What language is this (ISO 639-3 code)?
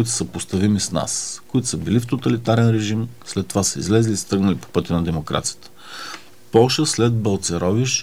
bul